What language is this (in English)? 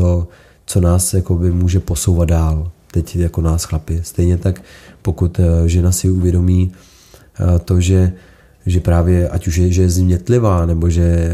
Czech